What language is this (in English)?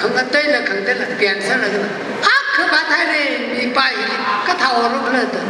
Tangkhul Naga (India)